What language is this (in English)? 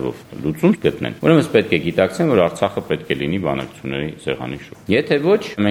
Armenian